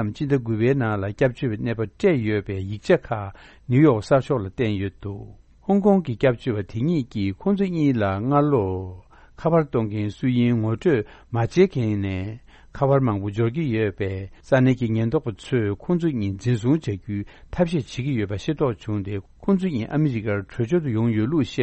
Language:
Tibetan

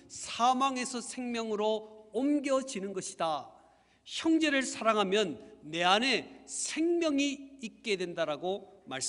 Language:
Korean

